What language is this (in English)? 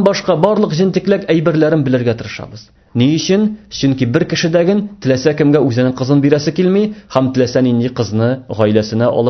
Tatar